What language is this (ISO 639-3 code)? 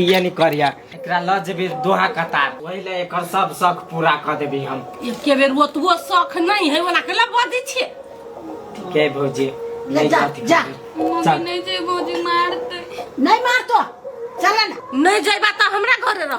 mai